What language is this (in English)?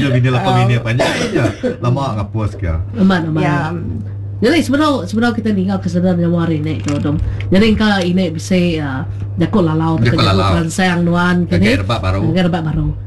Iban